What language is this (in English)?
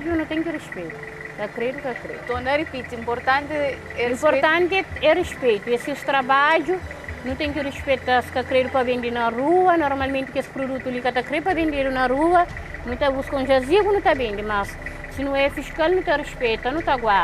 Kabuverdianu